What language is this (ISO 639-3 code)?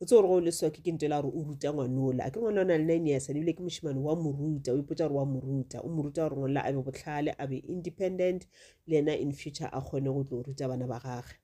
nso